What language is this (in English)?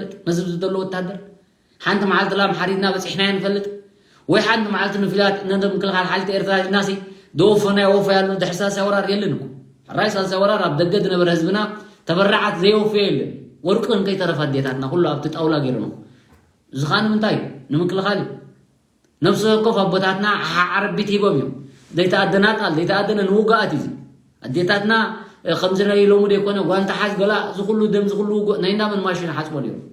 Tigrinya